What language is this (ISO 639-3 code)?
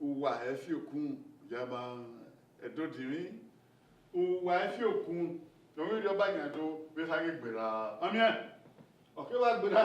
bin